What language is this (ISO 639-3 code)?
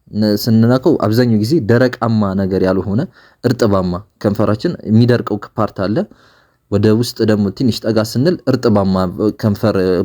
amh